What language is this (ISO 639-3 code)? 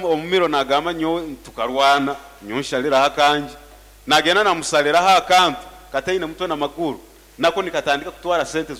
nyn